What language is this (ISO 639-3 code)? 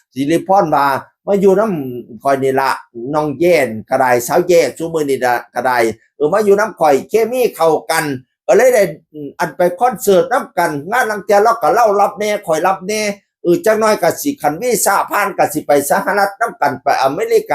tts